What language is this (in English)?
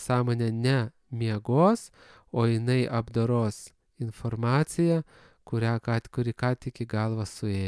Lithuanian